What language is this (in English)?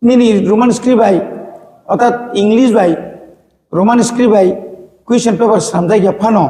Kok Borok